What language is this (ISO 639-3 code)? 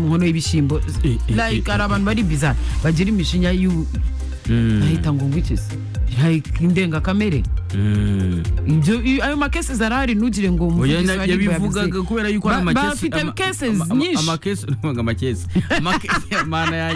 kin